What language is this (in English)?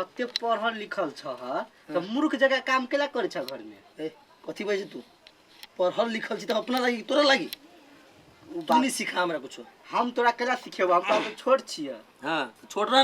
Maithili